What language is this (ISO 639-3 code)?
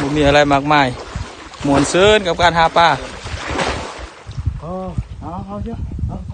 lao